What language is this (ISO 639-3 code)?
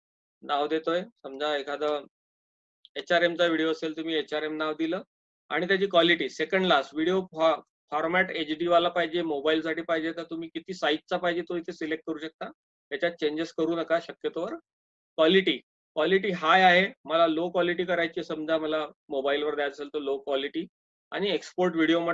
mar